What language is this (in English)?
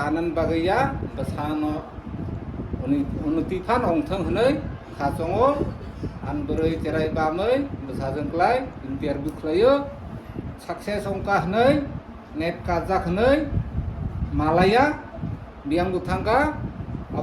Kok Borok